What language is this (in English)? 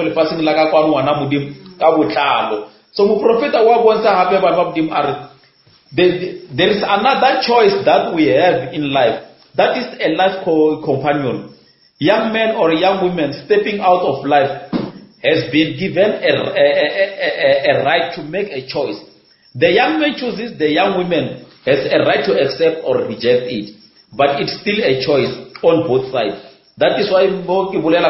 Northern Sotho